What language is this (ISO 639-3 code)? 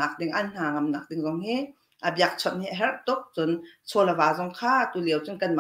cnh